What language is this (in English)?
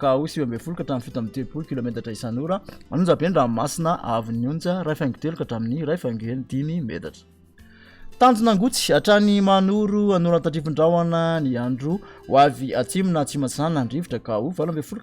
Malagasy